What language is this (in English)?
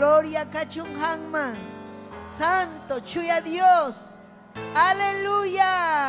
Ayacucho Quechua